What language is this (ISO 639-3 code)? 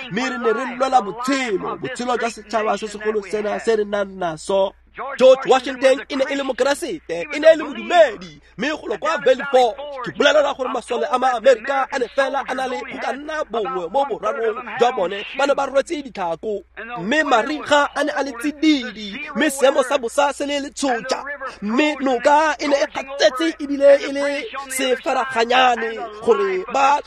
tsn